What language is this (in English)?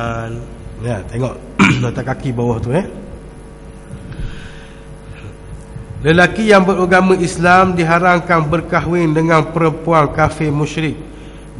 Malay